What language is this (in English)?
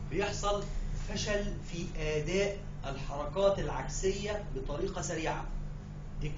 Egyptian Arabic